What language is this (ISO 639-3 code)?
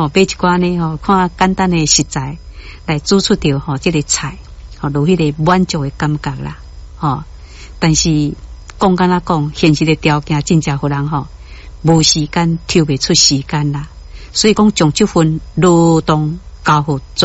nan